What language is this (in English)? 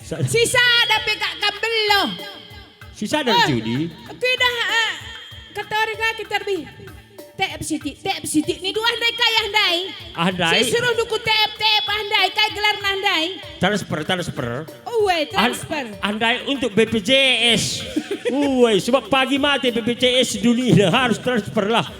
Batak Karo